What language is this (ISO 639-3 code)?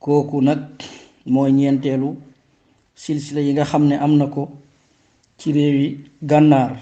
wol